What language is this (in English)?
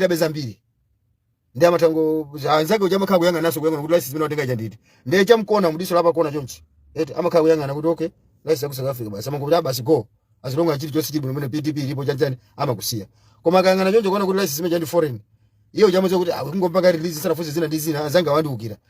Nyanja